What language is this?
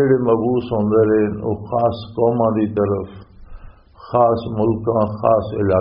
Western Panjabi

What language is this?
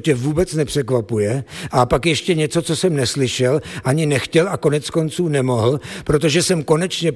Czech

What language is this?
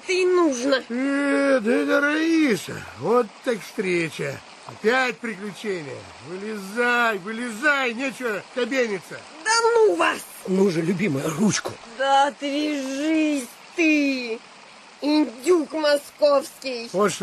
Russian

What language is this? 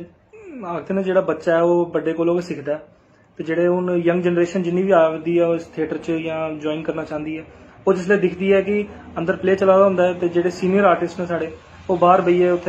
Dogri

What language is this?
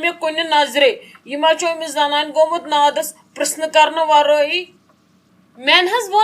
Kashmiri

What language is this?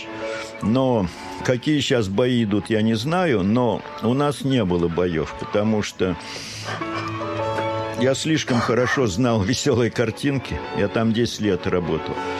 Russian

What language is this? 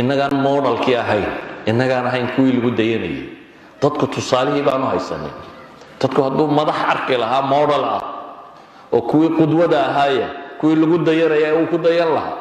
Somali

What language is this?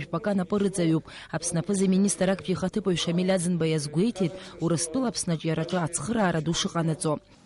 Abkhazian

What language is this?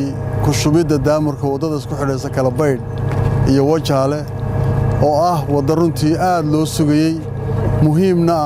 Somali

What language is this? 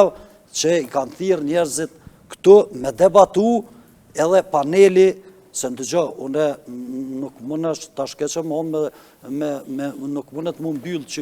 Albanian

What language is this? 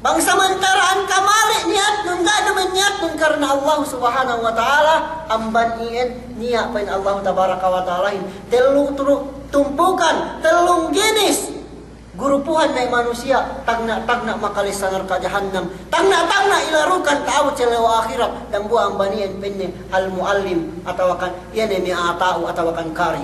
Yakan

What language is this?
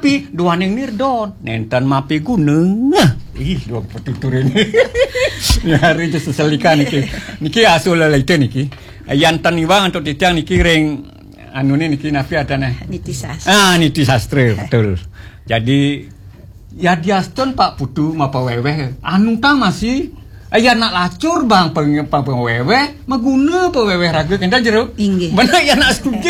Balinese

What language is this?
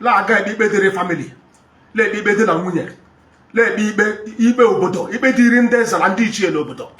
Igbo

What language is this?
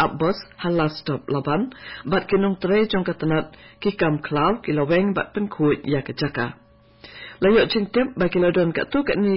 Khasi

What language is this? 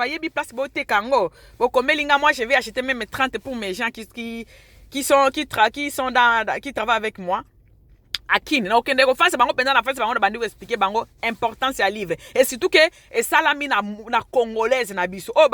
Lingala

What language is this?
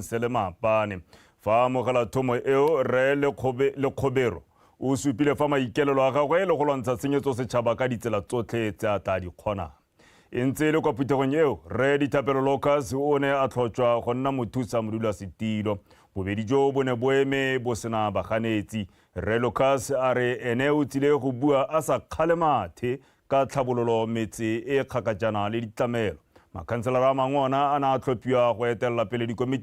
Tswana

